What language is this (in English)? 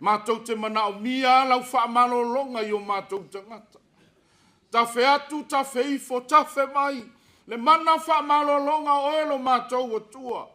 Samoan